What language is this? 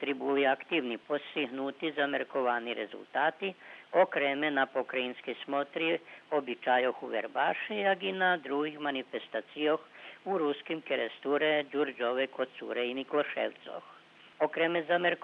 Rusyn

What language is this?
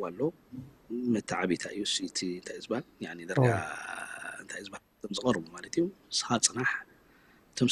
Tigrinya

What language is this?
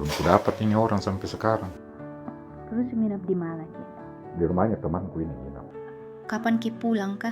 Makassar Malay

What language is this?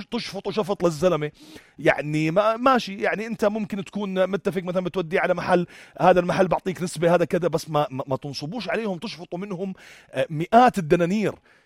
North Levantine Arabic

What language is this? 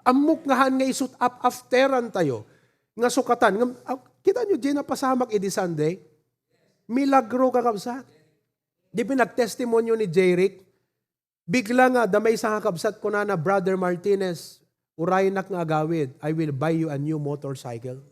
Iloko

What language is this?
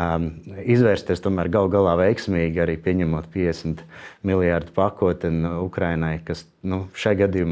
Latvian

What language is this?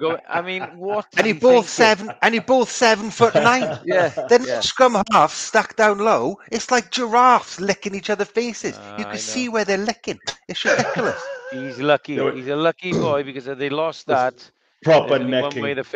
English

